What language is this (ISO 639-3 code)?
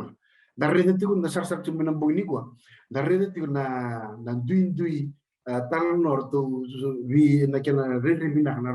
fij